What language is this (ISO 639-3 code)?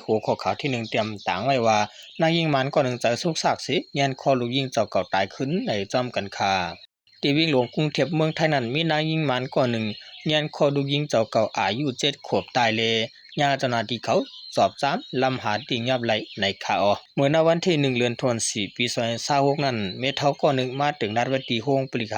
shn